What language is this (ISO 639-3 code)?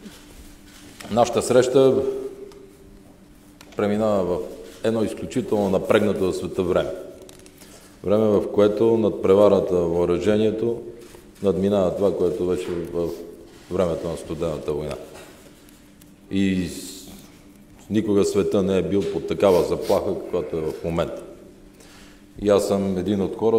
bul